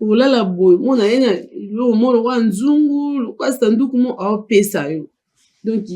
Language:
Lingala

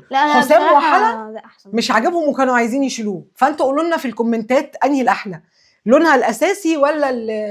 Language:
Egyptian Arabic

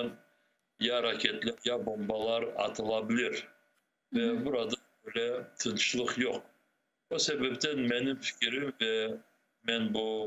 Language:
Crimean Tatar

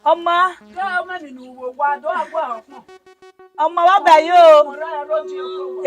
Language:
Bini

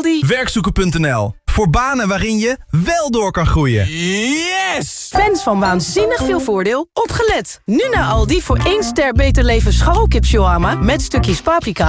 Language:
Dutch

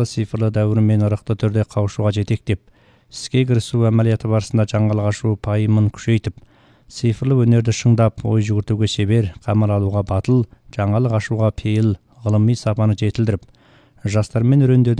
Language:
Kazakh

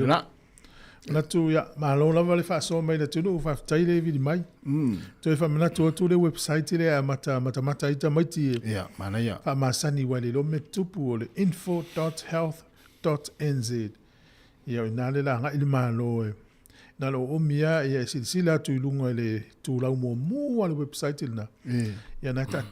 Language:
Samoan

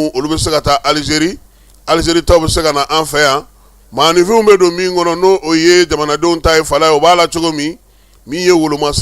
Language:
Bambara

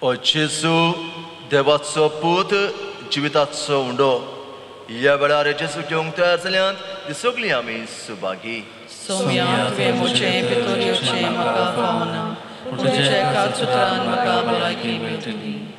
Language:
Konkani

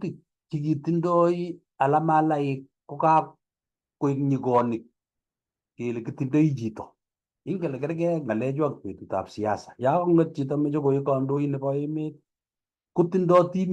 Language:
Kalenjin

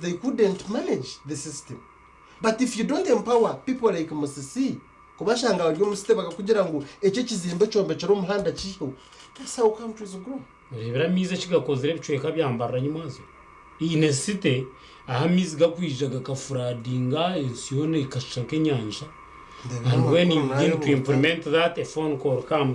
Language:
Nyankole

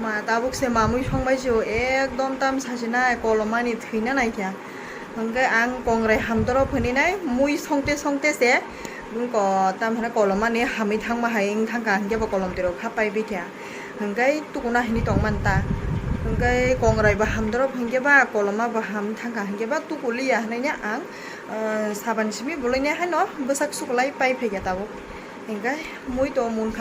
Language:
Kok Borok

